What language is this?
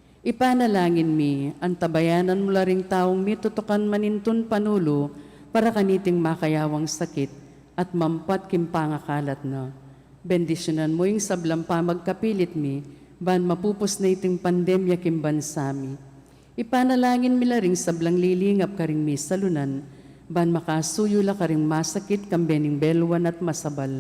Pampanga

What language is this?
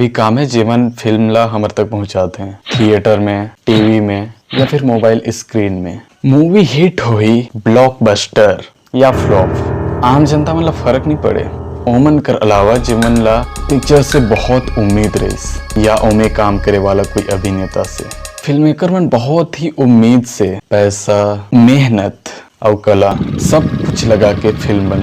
Chhattisgarhi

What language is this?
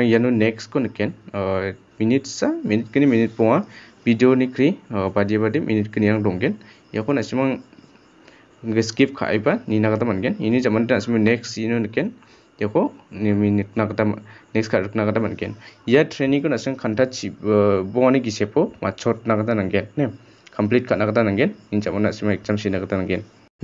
Garo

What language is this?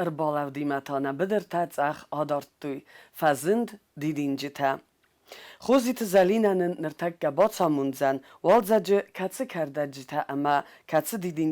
Ossetic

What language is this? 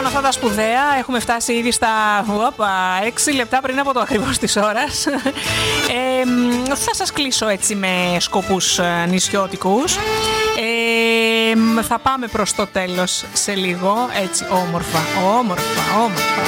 Greek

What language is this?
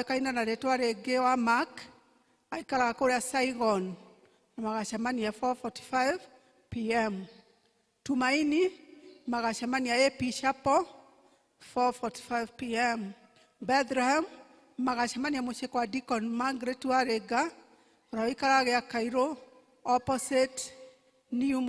Kikuyu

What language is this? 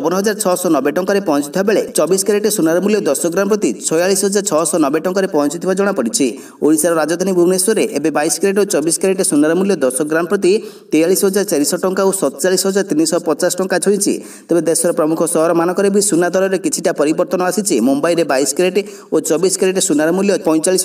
Odia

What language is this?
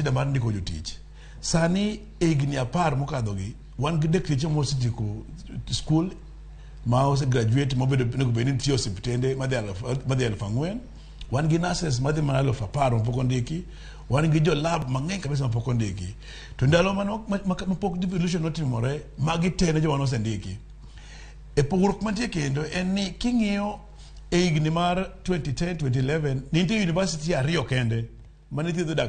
Luo (Kenya and Tanzania)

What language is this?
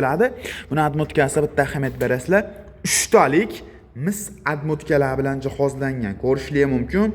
Uzbek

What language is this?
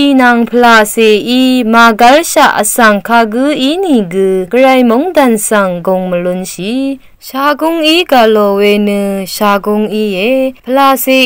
Rawang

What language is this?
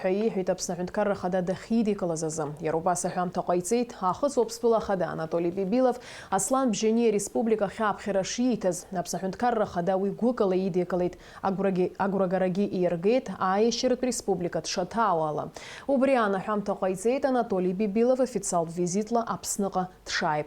Abkhazian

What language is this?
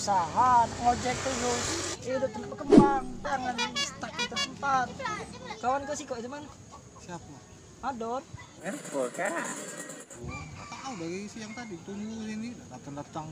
Musi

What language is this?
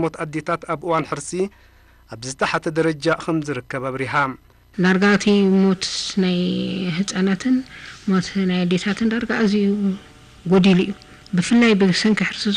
Tigrinya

